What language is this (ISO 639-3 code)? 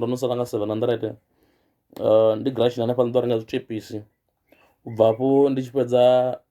ven